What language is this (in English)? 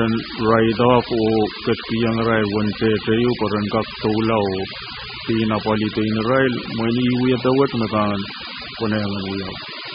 Pohnpeian